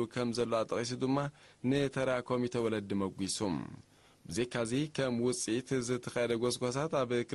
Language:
Tigrinya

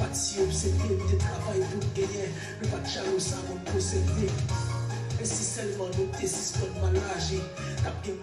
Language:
Haitian Creole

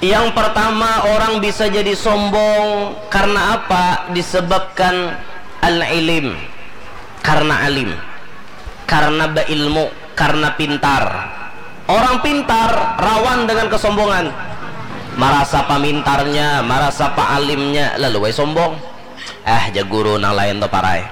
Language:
Banjar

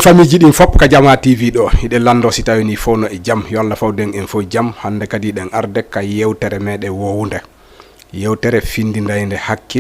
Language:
Fula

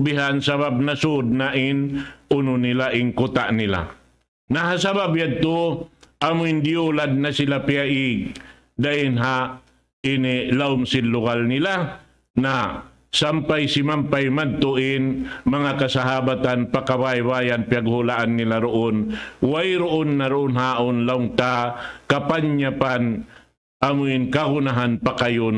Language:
Tausug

